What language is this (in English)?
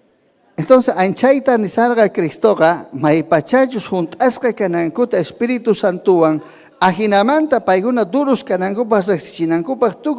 Ayacucho Quechua